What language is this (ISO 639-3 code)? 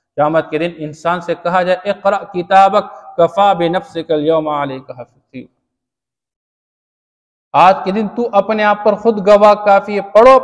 urd